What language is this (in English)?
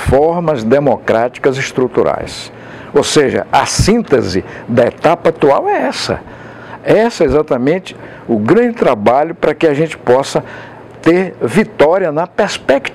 Portuguese